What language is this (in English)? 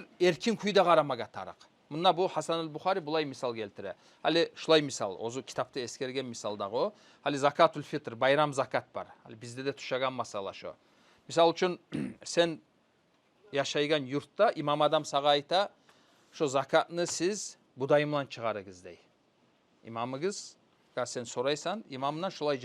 Kumyk